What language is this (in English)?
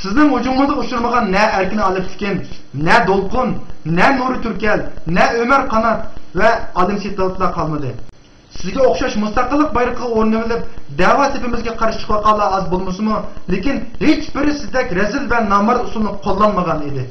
Uyghur